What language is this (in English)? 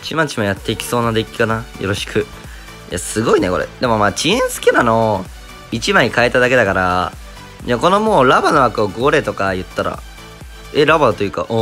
Japanese